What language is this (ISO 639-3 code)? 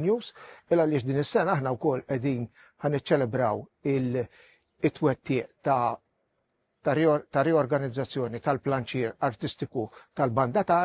mlt